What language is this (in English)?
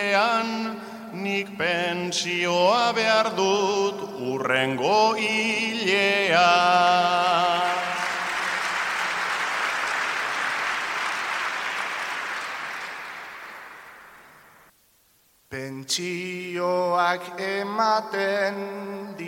Basque